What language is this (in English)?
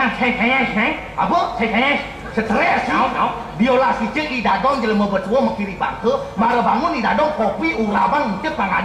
Balinese